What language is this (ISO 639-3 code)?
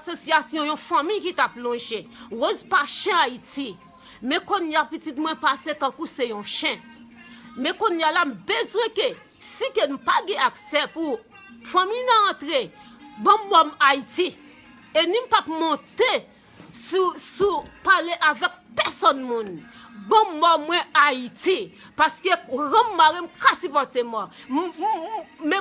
hat